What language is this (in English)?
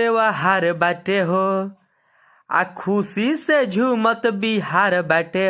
Bhojpuri